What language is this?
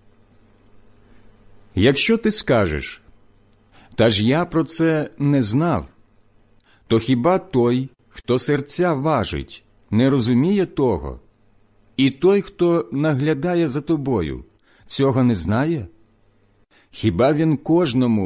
Ukrainian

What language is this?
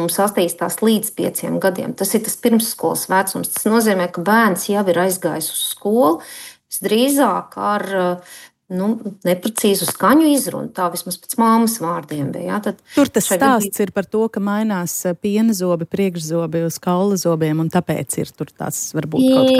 Latvian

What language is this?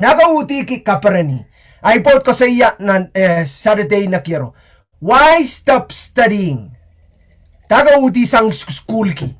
Pohnpeian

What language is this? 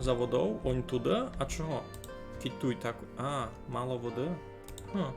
Rusyn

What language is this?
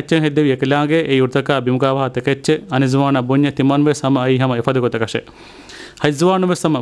Divehi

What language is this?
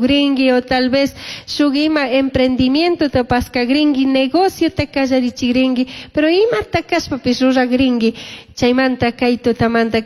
Chimborazo Highland Quichua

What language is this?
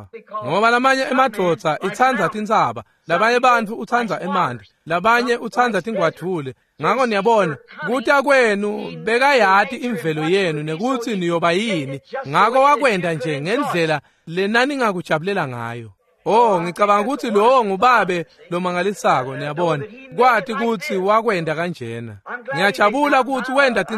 Swati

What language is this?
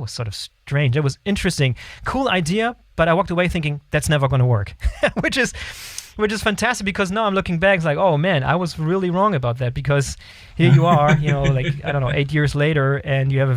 English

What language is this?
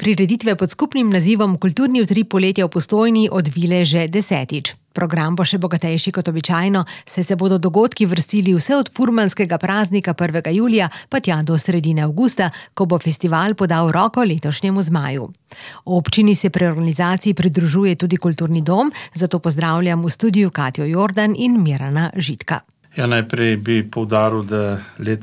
Slovenian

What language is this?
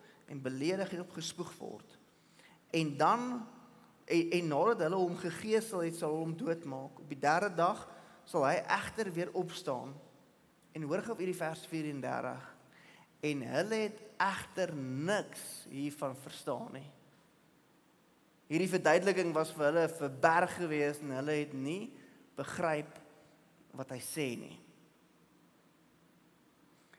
Afrikaans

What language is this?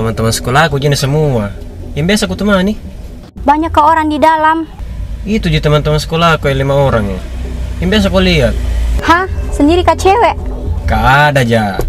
Makassar Malay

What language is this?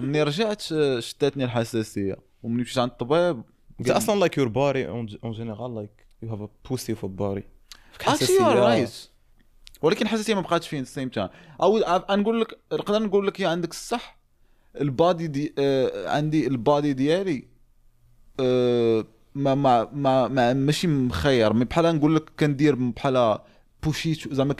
Moroccan Arabic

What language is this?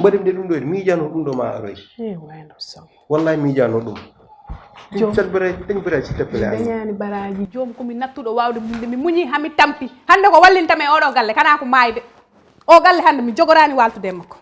Fula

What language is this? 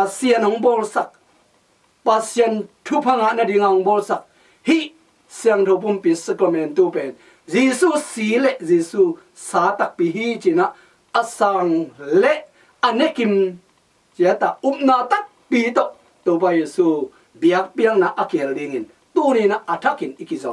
Tedim Chin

